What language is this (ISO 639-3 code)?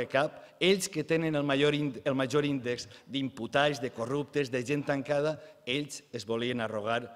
cat